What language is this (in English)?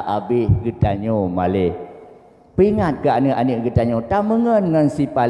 Achinese